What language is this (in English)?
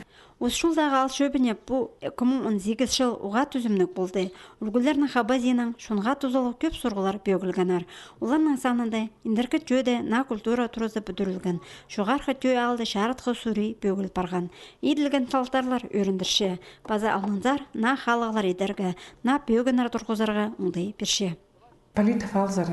Khakas